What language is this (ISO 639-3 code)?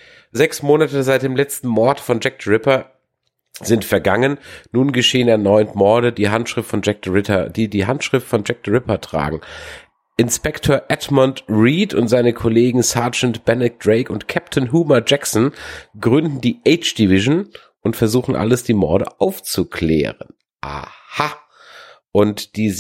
deu